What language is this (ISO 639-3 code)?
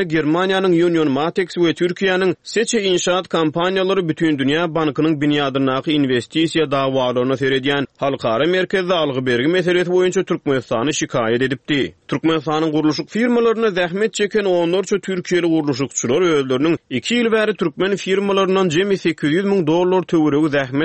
tuk